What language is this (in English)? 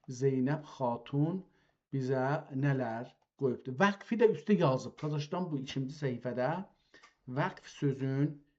South Azerbaijani